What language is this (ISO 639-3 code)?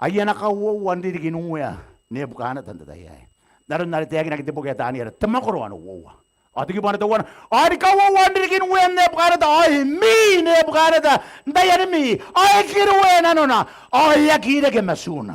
gil